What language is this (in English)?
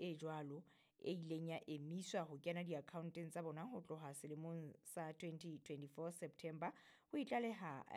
Southern Sotho